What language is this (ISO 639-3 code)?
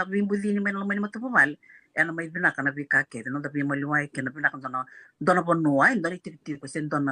fij